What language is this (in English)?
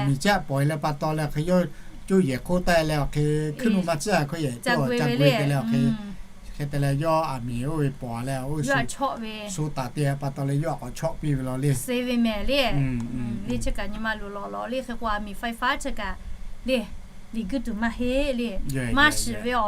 Lahu